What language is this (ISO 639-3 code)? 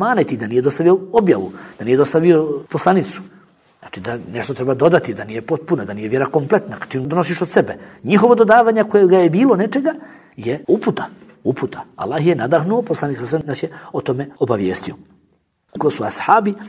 bos